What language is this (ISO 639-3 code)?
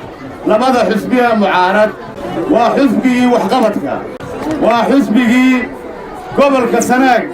som